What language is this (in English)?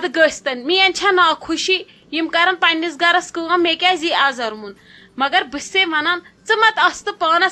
Kashmiri